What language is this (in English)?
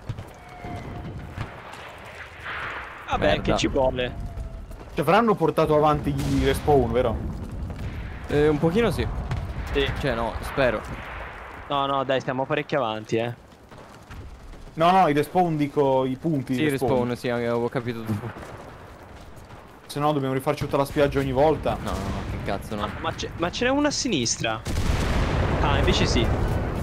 Italian